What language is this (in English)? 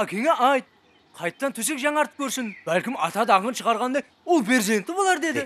Kara-Kalpak